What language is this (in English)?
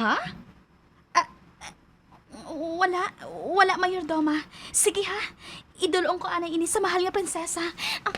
Hiligaynon